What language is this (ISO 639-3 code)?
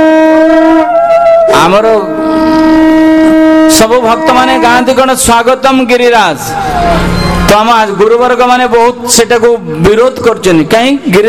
ori